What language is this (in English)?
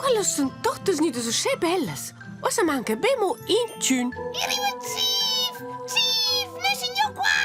Romansh